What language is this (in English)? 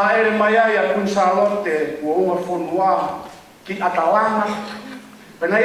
Tongan